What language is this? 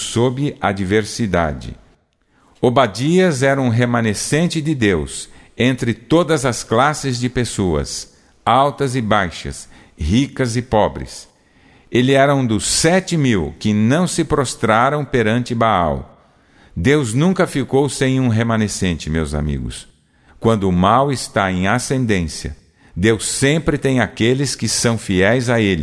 Portuguese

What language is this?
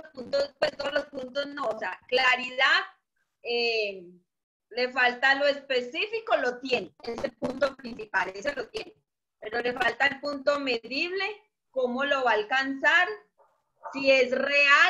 Spanish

